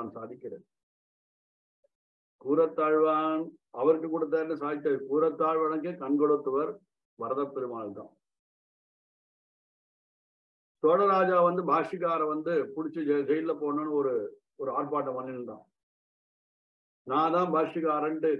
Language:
Tamil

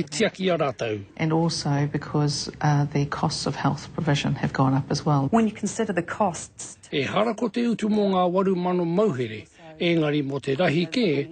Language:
Māori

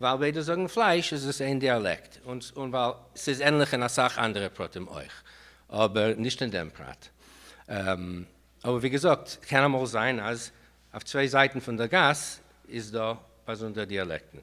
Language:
Yiddish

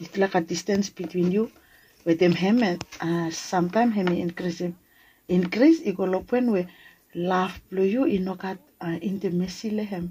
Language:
Bislama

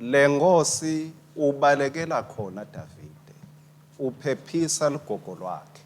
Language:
Swati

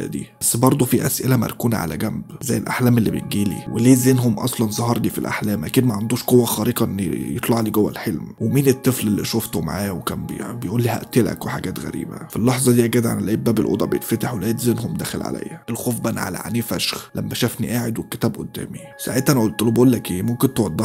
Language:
Egyptian Arabic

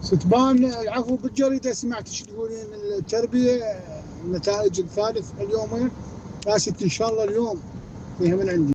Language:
Mesopotamian Arabic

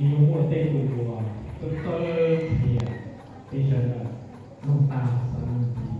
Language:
Hmong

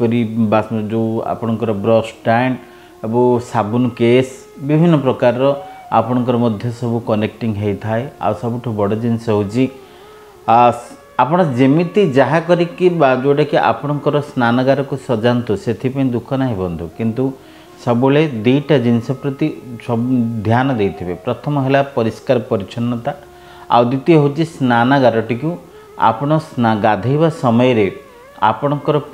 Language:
Odia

